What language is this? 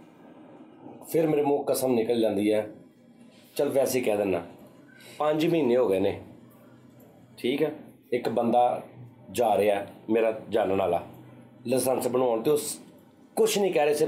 Punjabi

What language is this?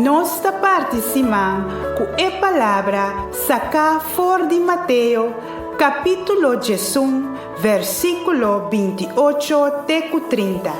Papiamento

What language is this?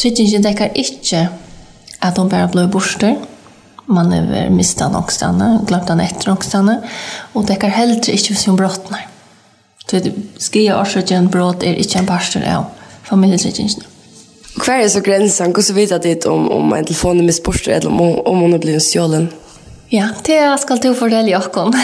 Faroese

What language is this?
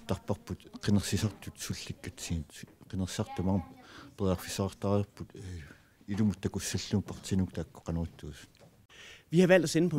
Kalaallisut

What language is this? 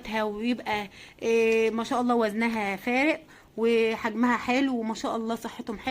Egyptian Arabic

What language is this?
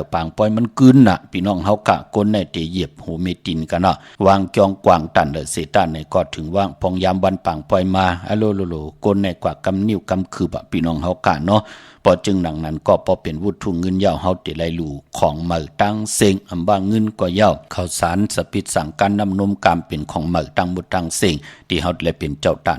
Shan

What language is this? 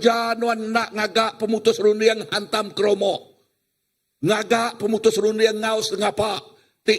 Iban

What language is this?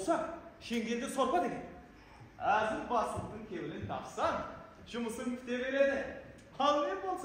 Kara-Kalpak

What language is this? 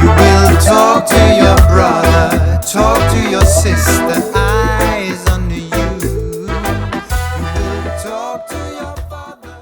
Jamaican Creole English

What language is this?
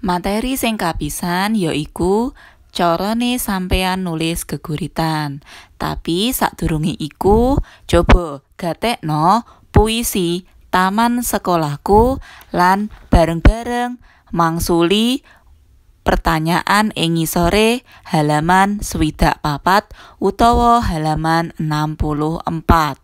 Javanese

